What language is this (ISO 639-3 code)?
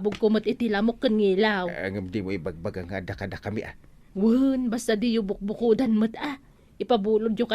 ilo